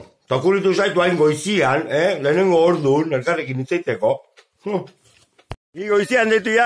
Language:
Basque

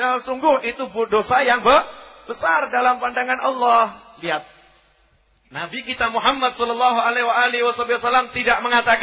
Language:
Indonesian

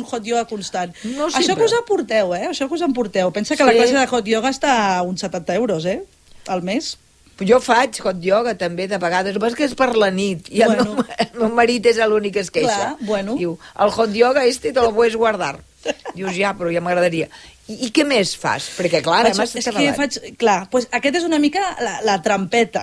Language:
Catalan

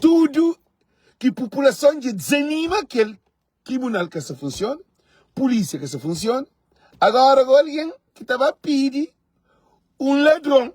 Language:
Kabuverdianu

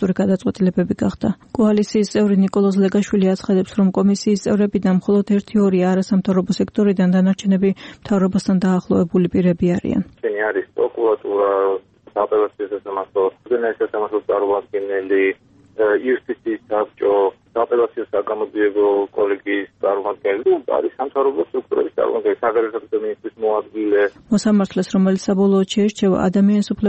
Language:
Georgian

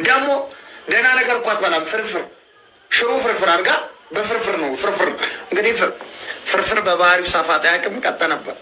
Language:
Amharic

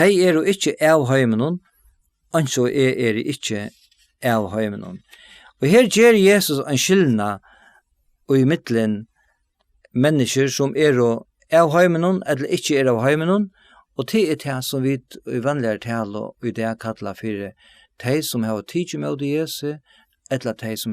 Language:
Faroese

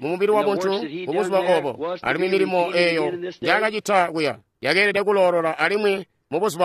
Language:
Tonga (Zambia)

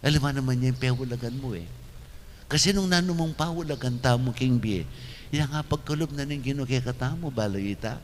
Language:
Pampanga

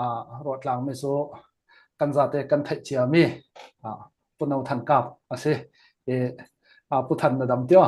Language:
Falam Chin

